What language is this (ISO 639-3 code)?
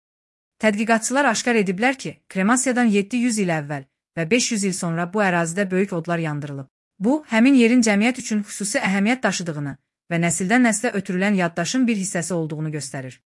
aze